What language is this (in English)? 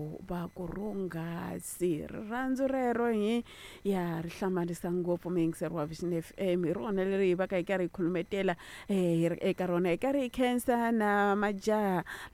Tsonga